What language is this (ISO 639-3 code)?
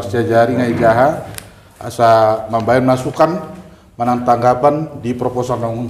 bbc